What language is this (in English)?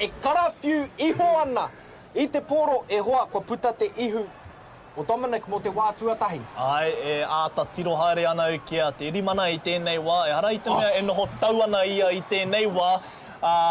Māori